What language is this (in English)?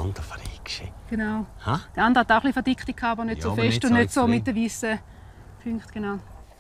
Romansh